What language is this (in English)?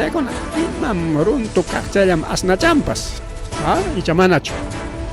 Ayacucho Quechua